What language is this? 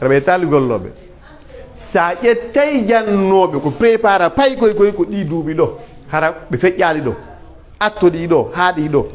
Pular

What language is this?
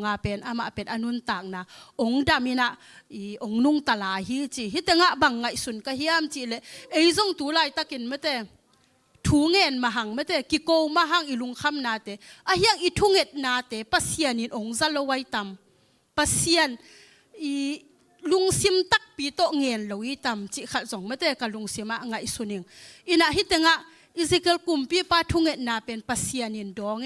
Tedim Chin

